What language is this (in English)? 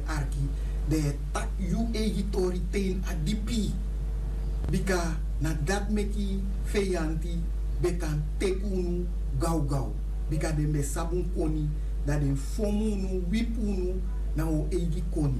Sranan Tongo